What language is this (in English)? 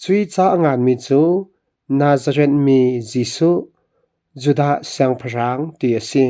Falam Chin